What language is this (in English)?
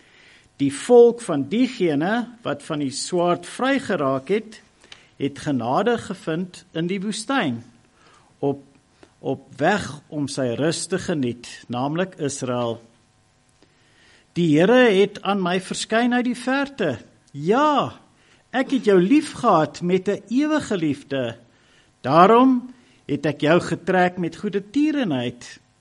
Afrikaans